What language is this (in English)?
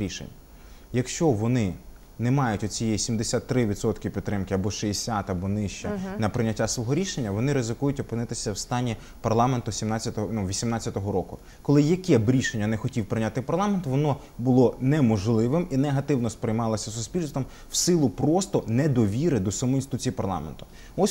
Ukrainian